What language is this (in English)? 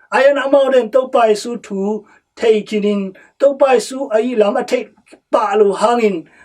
Tedim Chin